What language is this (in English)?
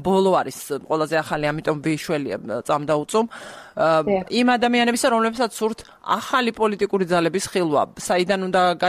Georgian